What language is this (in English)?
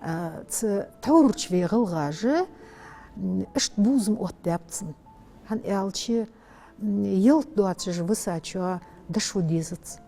Ingush